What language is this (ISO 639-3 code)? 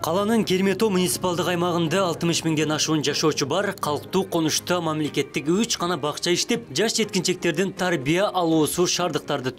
kir